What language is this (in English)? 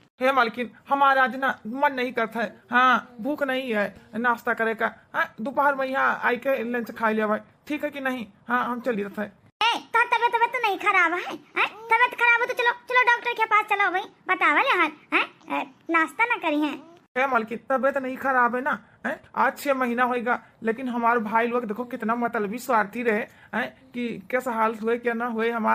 Awadhi